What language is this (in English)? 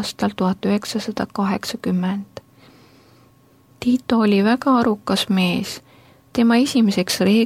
Estonian